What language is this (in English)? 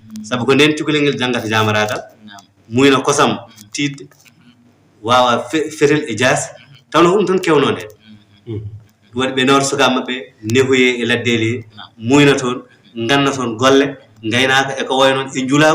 Fula